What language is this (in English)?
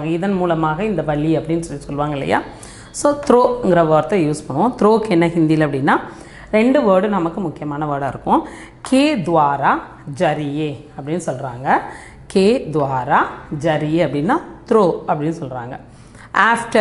Tamil